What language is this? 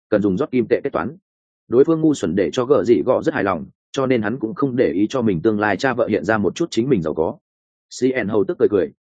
Vietnamese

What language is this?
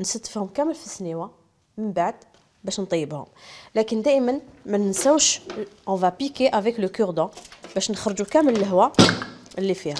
Algerian Arabic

